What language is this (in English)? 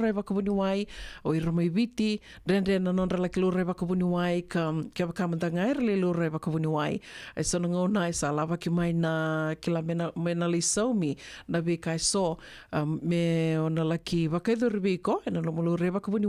Fijian